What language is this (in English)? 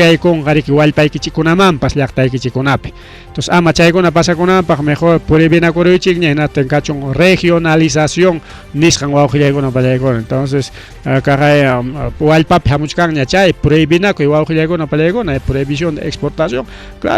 Ayacucho Quechua